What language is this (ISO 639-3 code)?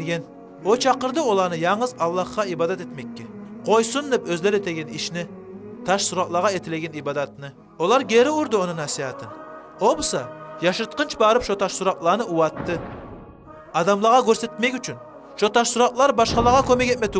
kum